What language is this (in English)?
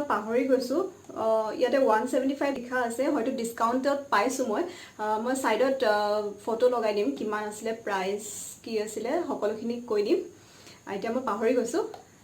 Assamese